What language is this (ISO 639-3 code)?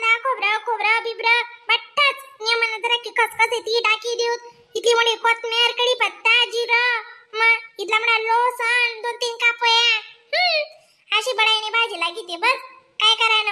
khn